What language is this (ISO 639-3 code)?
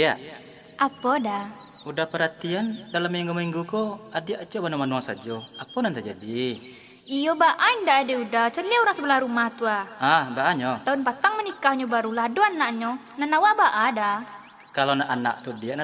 min